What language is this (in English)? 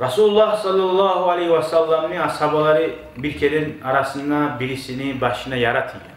Kumyk